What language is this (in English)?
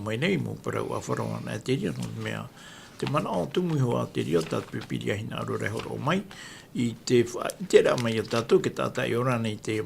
Tahitian